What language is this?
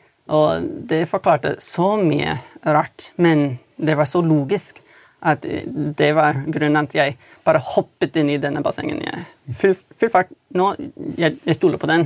Norwegian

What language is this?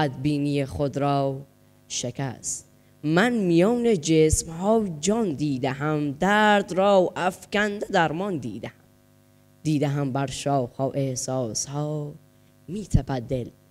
Persian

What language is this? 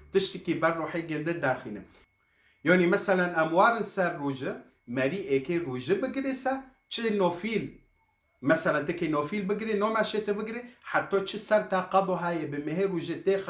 Kurdish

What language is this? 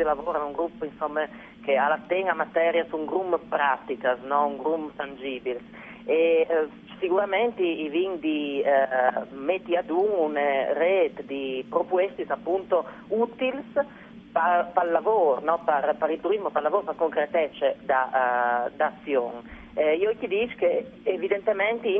Friulian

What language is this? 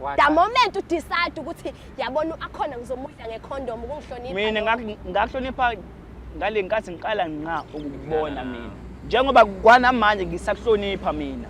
Zulu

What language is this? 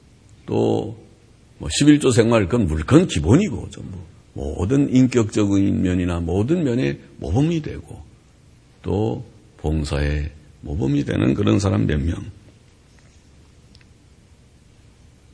Korean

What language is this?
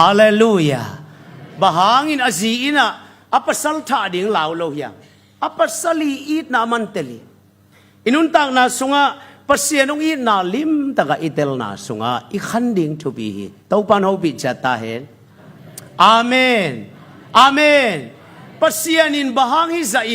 Tedim Chin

